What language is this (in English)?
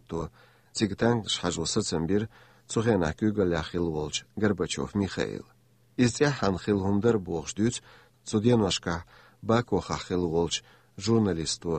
Chechen